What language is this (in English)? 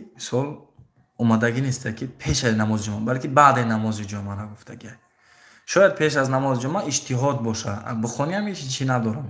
Tajik